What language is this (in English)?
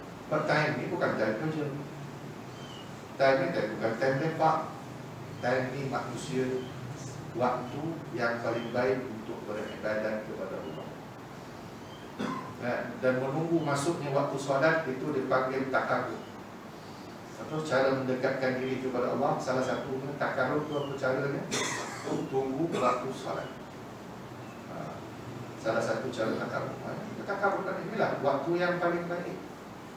Malay